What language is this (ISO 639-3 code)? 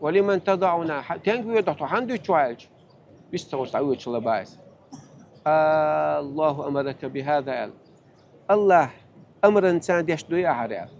che